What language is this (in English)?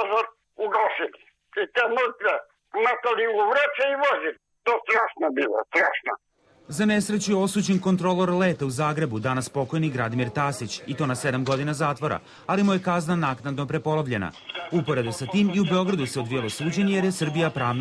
Serbian